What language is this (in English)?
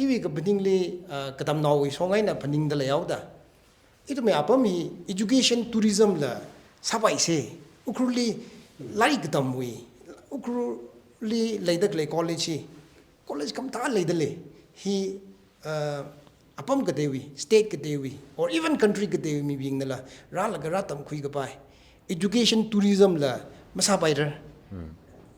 Tangkhul Naga (India)